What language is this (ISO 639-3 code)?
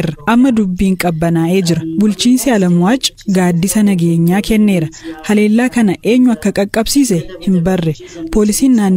orm